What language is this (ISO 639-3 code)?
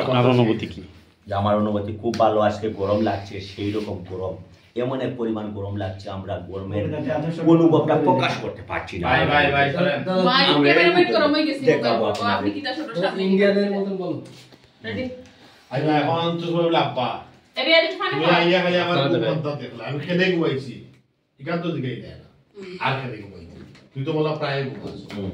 syl